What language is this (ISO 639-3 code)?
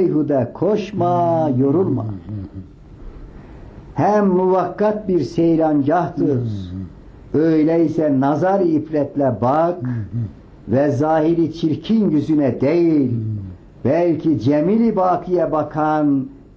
tur